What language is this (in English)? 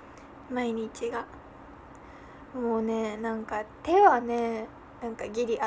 Japanese